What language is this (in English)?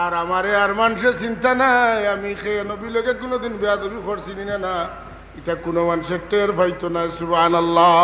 Sylheti